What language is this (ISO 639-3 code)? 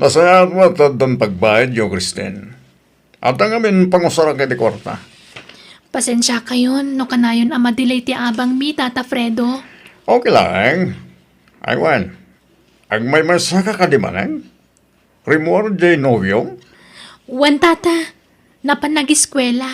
ilo